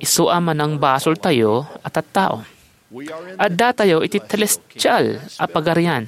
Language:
Iloko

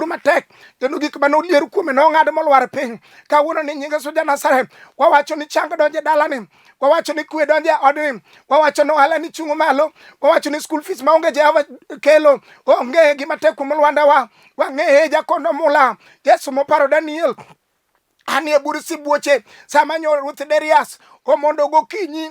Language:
Luo (Kenya and Tanzania)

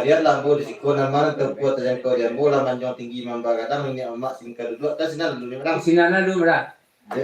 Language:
Minangkabau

